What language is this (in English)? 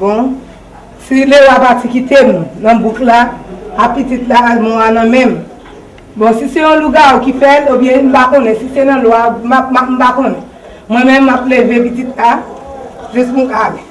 Haitian Creole